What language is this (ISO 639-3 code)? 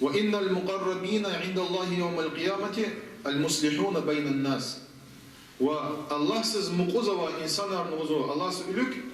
lez